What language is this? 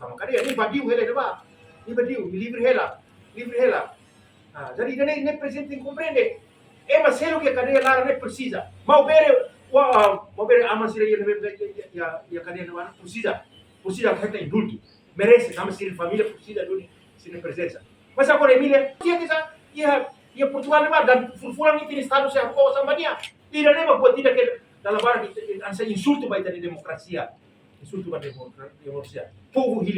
Tetum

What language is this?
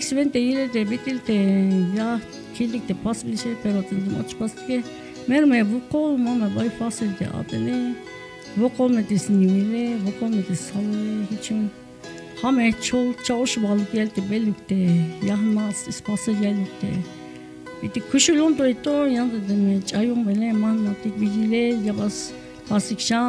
Tzeltal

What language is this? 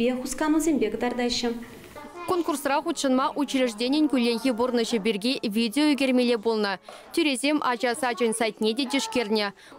Chuvash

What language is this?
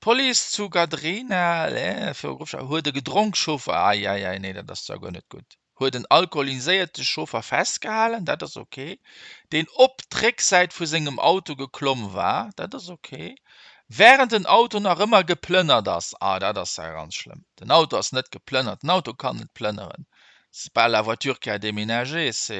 Luxembourgish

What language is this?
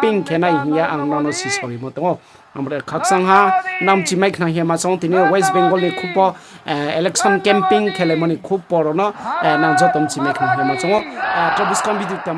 Riang (India)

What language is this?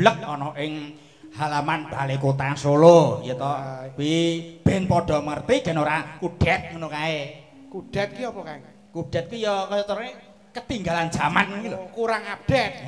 Javanese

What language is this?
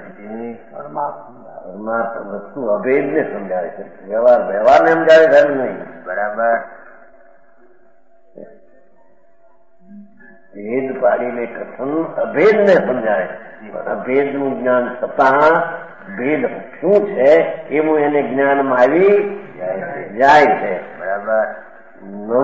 Gujarati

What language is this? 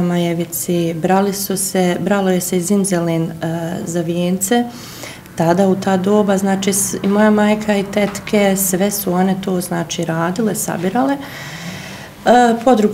Bosnian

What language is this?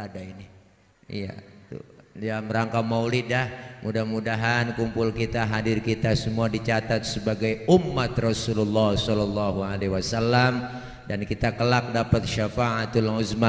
Betawi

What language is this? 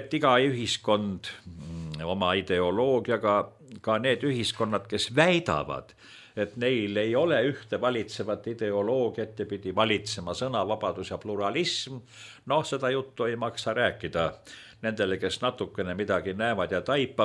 Estonian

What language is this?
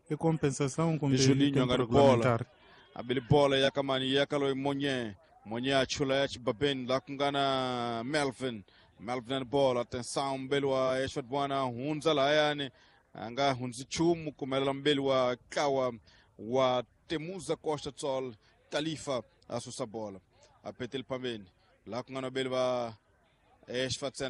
Tsonga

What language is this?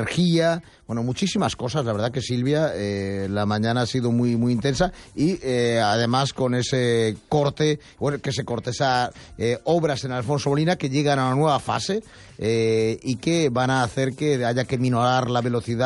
Spanish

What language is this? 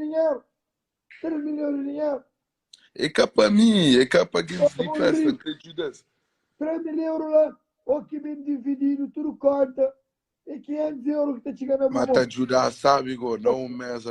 Kabuverdianu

